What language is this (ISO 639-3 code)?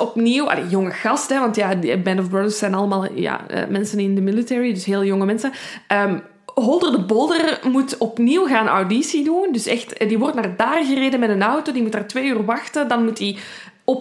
nld